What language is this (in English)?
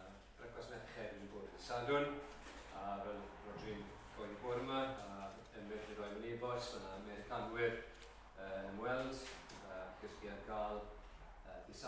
Welsh